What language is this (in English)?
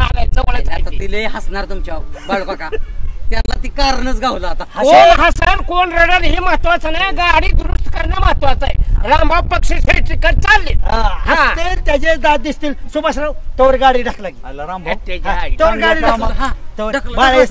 Marathi